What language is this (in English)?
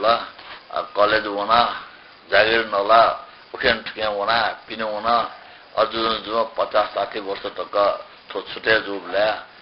Newari